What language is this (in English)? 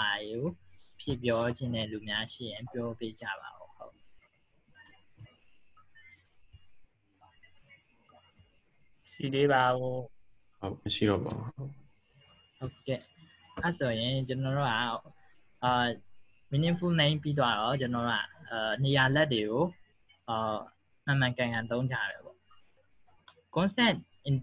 Burmese